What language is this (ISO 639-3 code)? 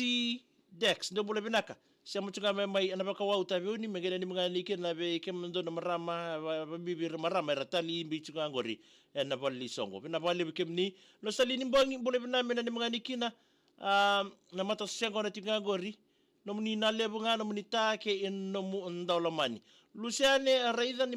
fij